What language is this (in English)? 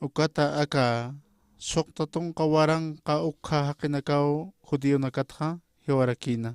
Aymara